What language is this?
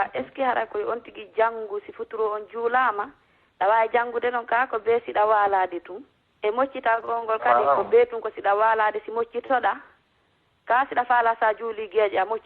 Fula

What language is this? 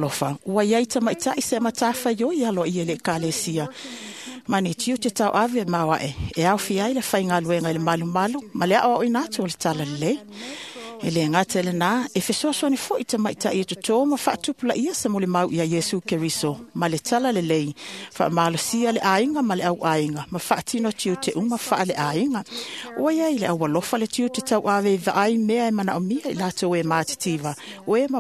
Samoan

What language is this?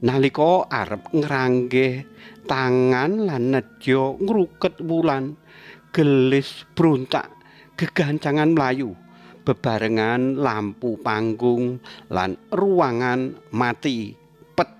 Javanese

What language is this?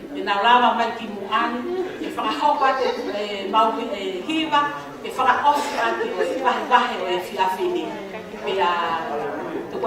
Tongan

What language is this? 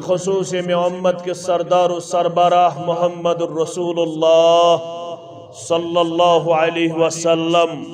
Kashmiri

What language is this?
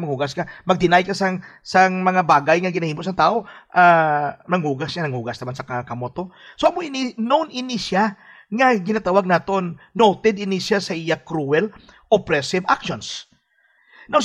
Hiligaynon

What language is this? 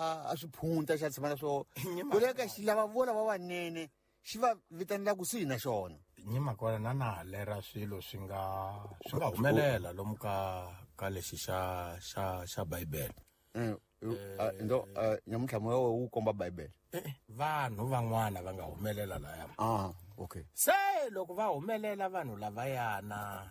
Tsonga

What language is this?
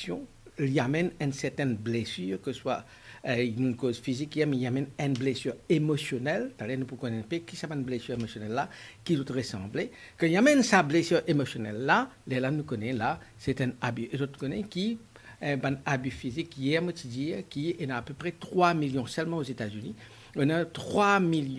Morisyen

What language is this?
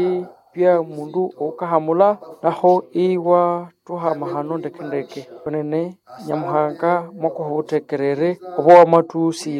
Nande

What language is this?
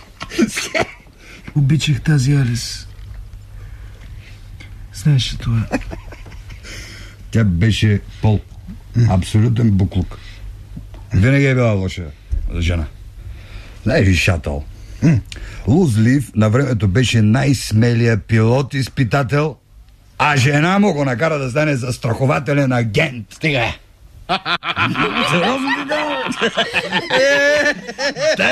Bulgarian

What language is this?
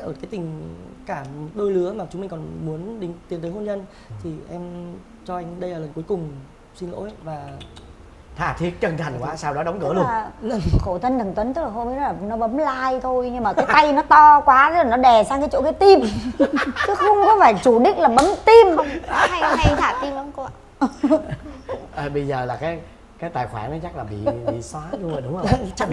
Vietnamese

